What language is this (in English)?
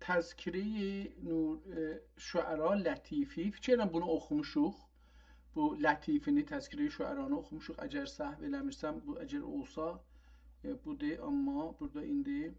South Azerbaijani